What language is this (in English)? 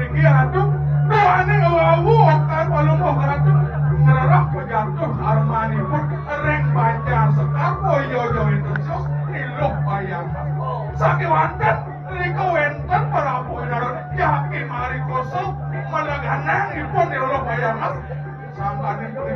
Balinese